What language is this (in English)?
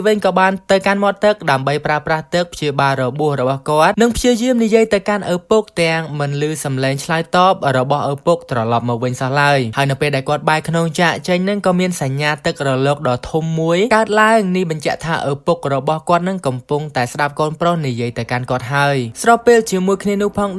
Khmer